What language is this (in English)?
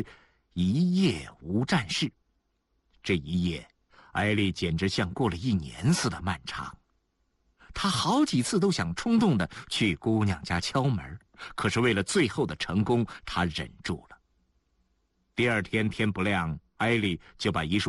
Chinese